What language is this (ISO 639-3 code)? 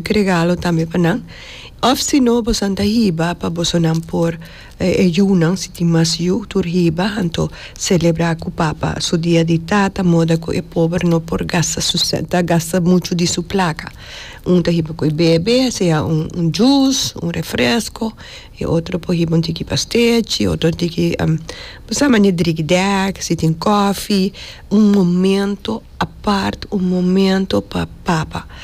pap